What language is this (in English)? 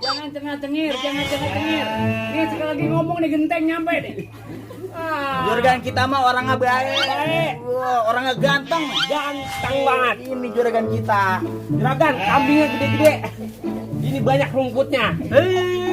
Betawi